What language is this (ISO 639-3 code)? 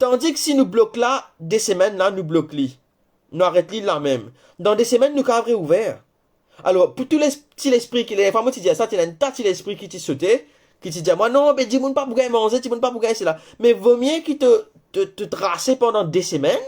mfe